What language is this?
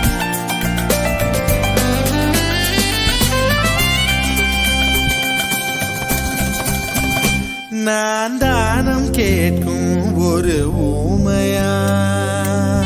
Tamil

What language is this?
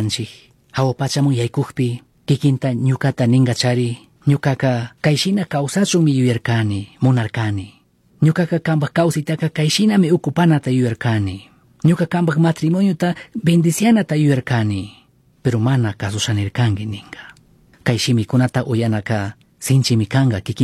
Chimborazo Highland Quichua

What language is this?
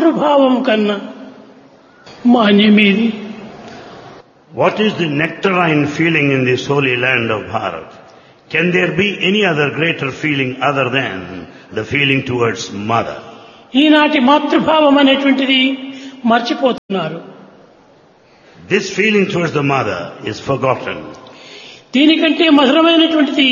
Telugu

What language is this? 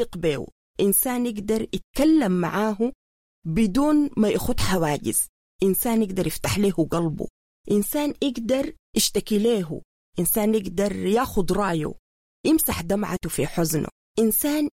Sudanese Arabic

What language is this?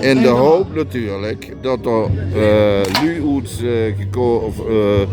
Limburgish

